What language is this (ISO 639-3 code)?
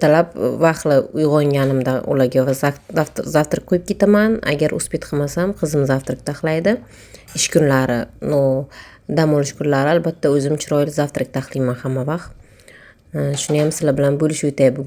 uzb